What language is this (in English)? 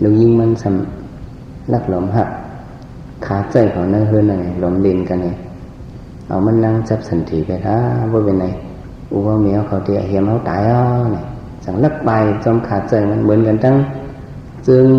Shan